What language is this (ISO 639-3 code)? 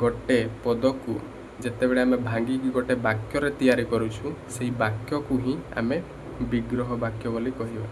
ori